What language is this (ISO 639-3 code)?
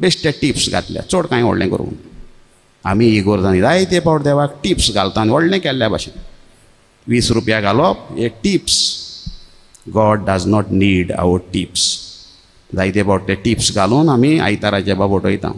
kok